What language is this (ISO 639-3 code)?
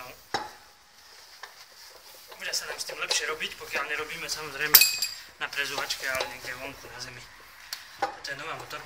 slk